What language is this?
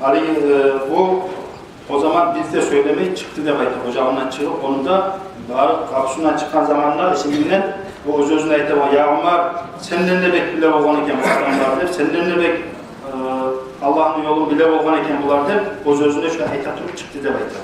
Kumyk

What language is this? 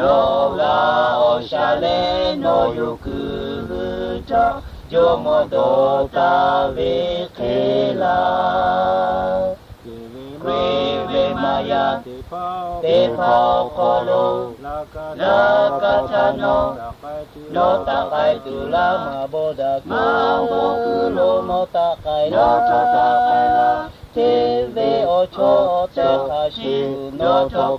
Lahu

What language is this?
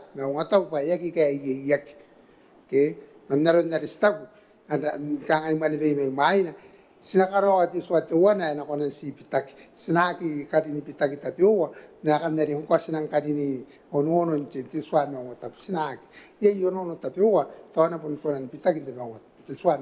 Gilbertese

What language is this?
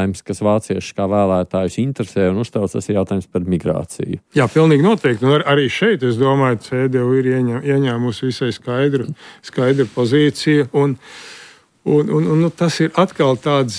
Latvian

